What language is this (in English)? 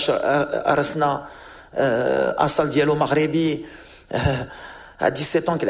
Moroccan Arabic